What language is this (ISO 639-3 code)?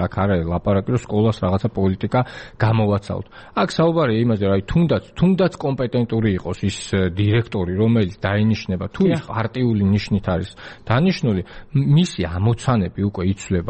kat